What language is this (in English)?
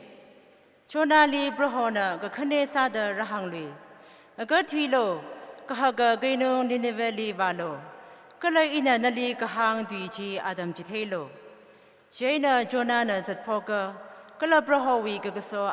Tangkhul Naga (India)